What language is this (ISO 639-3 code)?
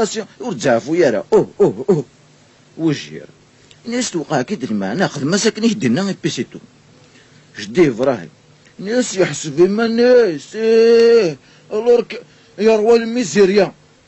kab